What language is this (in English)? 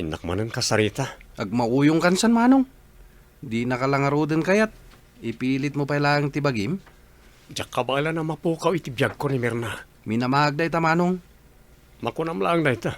Iloko